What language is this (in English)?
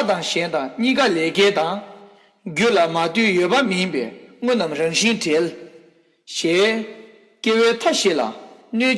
Tibetan